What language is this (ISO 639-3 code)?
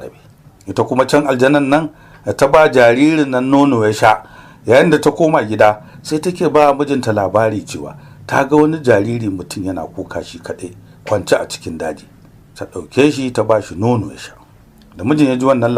hau